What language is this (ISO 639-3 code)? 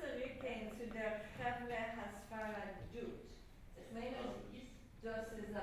yid